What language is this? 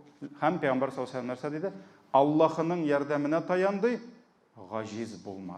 Tatar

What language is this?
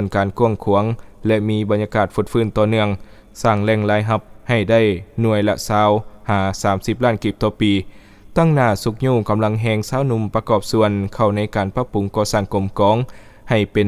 Lao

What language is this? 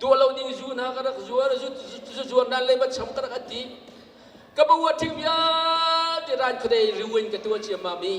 Hakha Chin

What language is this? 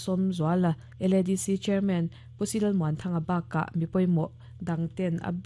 Mizo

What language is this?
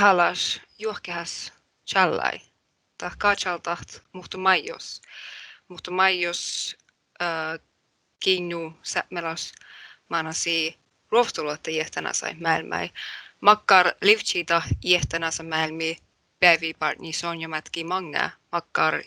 Northern Sami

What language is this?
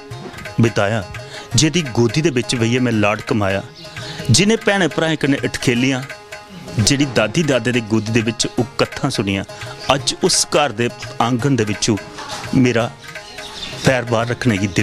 Dogri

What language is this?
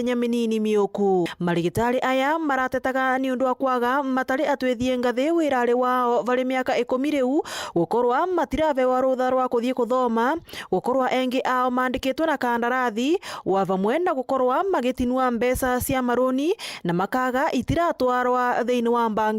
Meru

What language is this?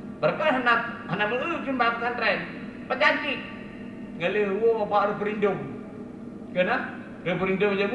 Achinese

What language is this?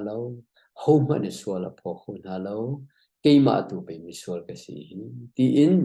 Hakha Chin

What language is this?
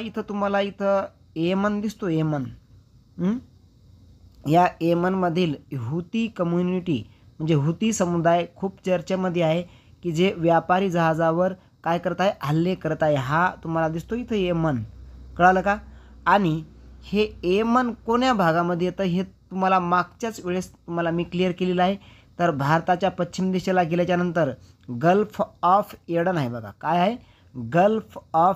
Marathi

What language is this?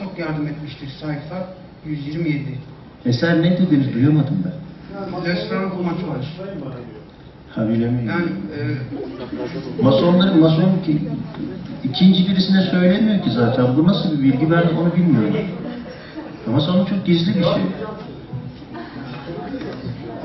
Turkish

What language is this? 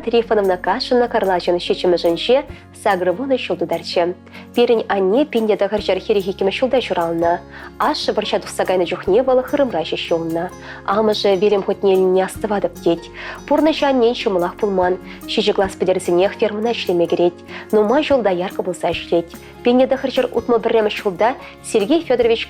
Chuvash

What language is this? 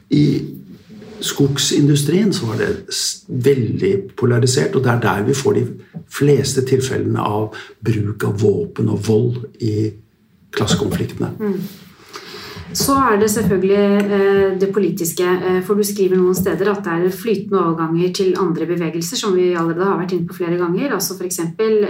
Norwegian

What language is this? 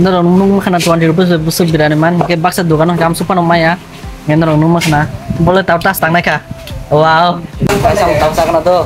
Kok Borok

